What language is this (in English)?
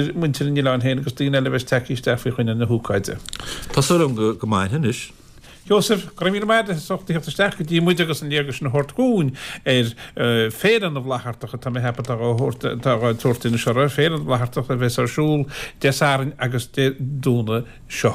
Irish